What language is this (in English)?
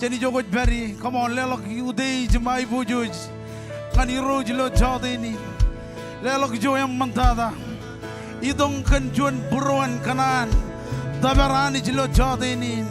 Marshallese